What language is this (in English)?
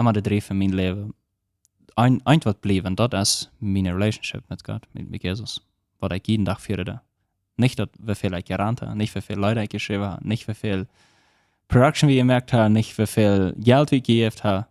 Plautdietsch